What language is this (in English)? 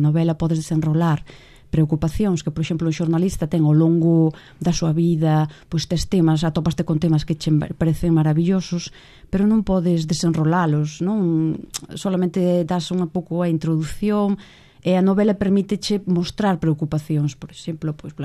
Galician